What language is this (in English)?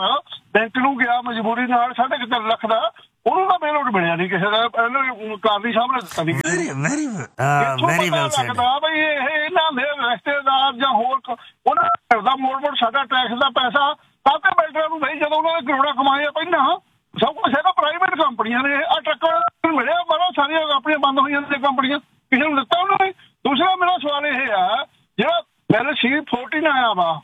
Punjabi